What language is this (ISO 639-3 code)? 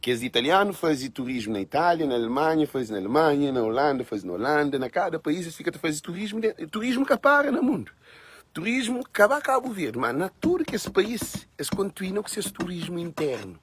kea